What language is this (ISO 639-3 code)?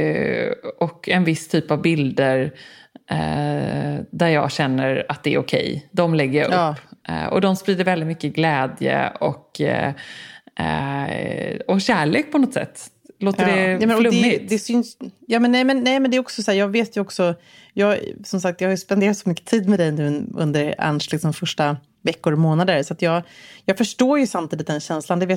swe